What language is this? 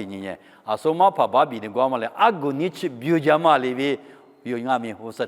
Lisu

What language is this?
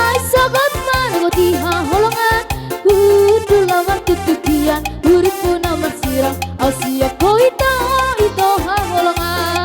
Batak Toba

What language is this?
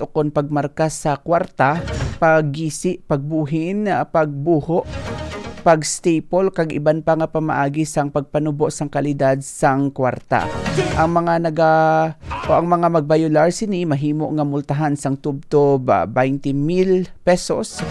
Hiligaynon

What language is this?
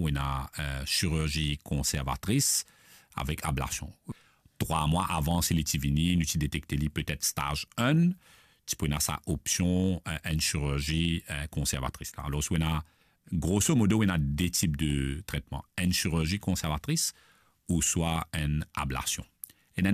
Morisyen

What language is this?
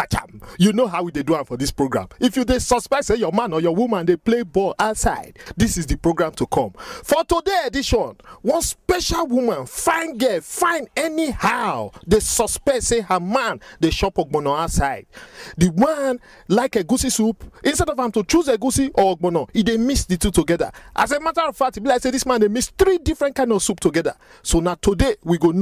Nigerian Pidgin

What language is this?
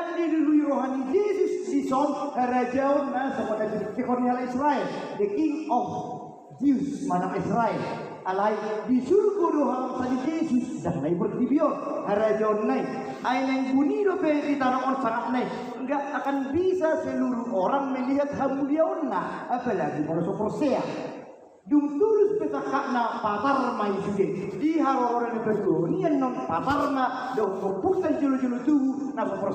Batak Toba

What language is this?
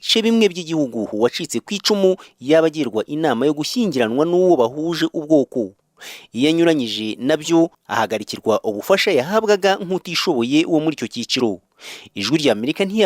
Kinyarwanda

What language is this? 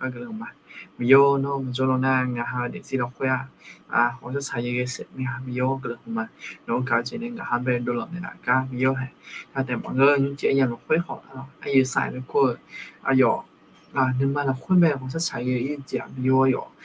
Akha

